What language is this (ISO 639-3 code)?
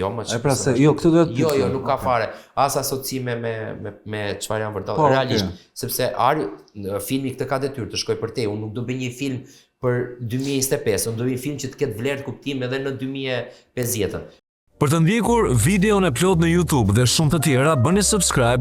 sqi